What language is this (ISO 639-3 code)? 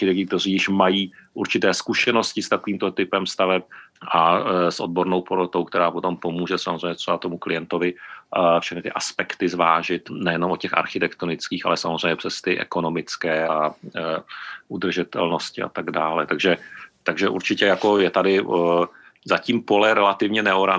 ces